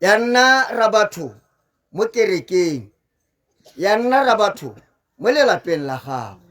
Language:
Tswana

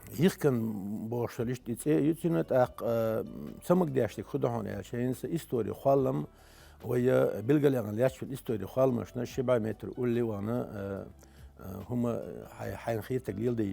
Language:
Chechen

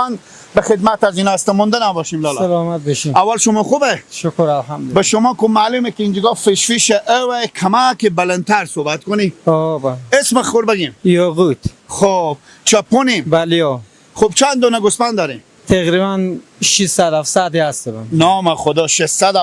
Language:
Persian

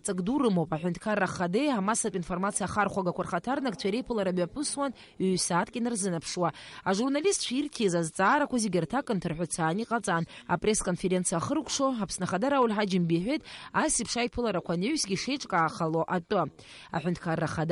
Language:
Abkhazian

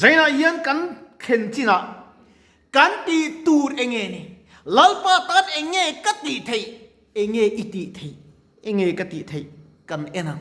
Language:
Mizo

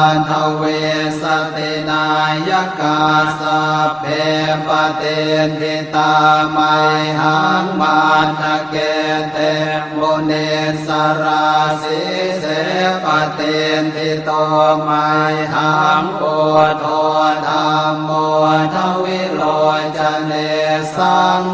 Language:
Pali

